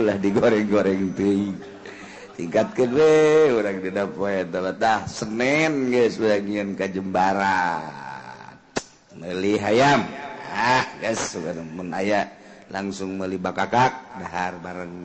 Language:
Sundanese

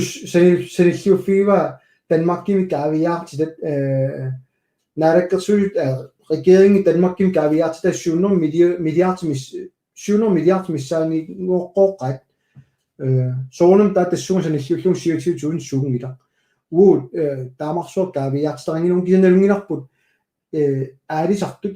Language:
Kalaallisut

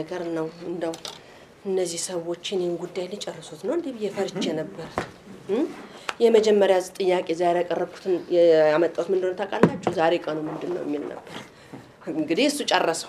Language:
Amharic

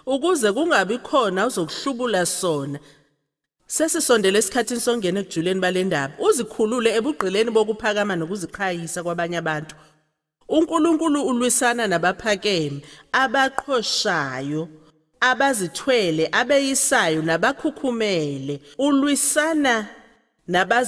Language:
Zulu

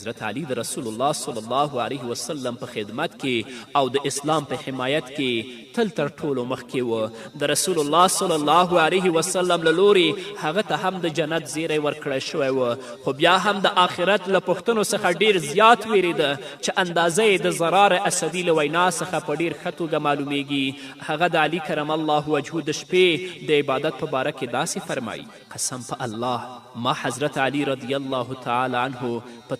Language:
Pashto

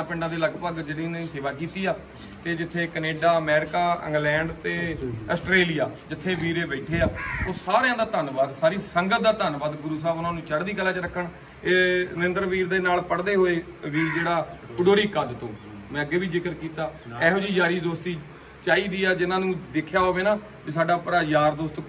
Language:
Punjabi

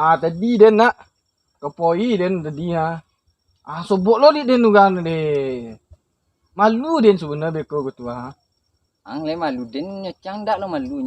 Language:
Minangkabau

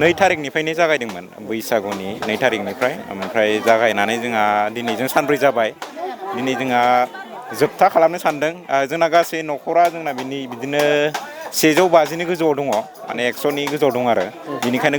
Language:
Bodo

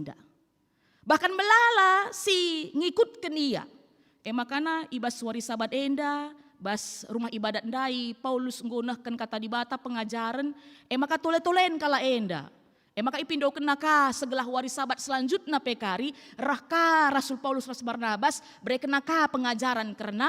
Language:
Batak Karo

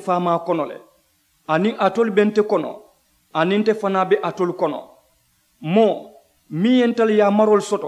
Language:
Mandingo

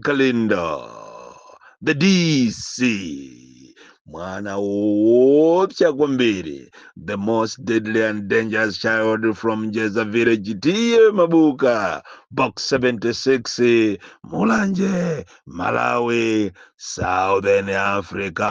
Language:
Nyanja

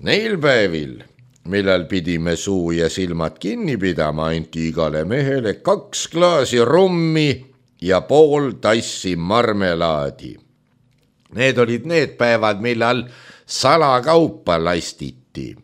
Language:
Estonian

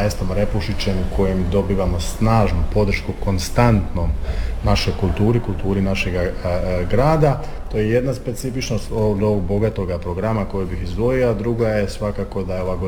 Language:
Croatian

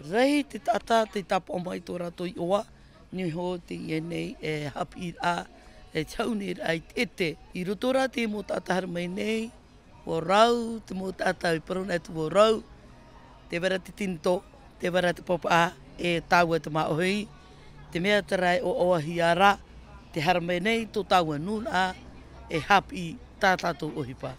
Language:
Tahitian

